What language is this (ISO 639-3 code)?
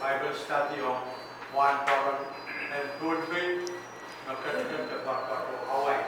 pon